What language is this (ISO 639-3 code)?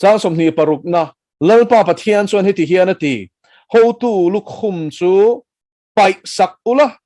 lus